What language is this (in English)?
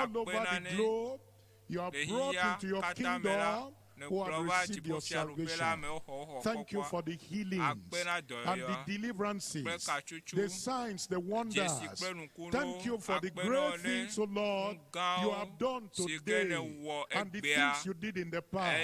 Ewe